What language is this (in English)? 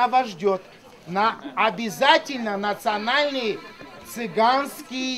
Estonian